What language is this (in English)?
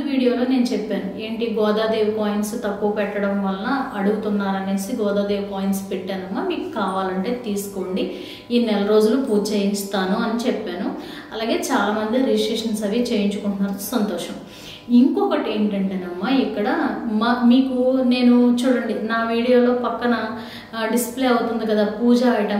Telugu